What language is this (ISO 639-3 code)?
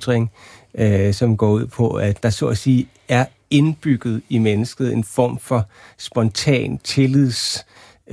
dan